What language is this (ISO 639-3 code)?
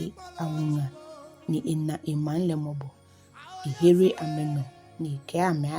gaa